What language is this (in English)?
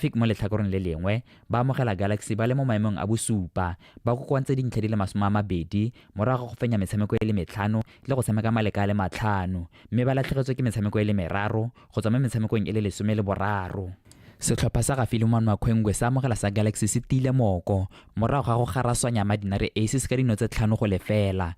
Tswana